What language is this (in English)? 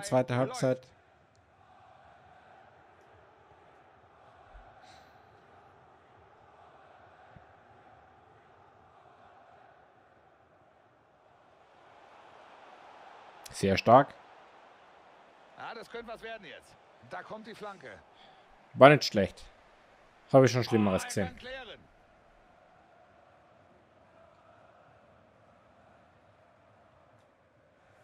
German